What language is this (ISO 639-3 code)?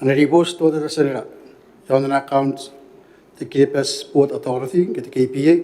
gil